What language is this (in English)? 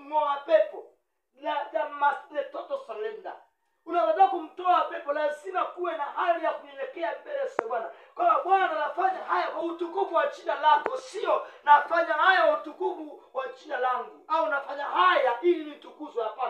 Swahili